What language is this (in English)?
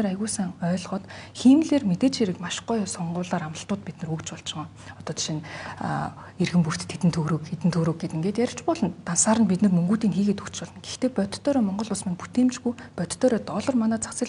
Mongolian